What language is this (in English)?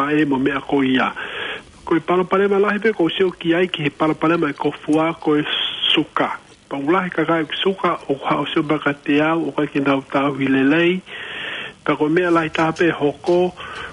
Tongan